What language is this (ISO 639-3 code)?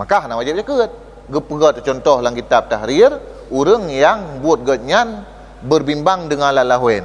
ace